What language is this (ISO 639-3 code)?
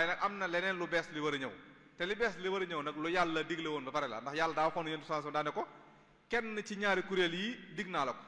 wol